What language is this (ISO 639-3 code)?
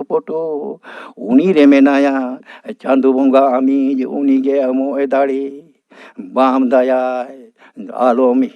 sat